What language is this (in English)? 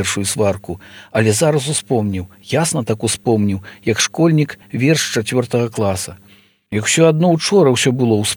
Belarusian